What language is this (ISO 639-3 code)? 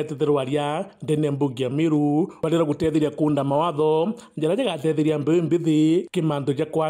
mer